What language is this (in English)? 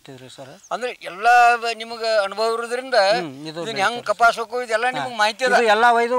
Kannada